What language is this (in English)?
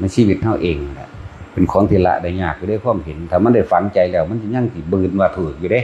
Northeastern Thai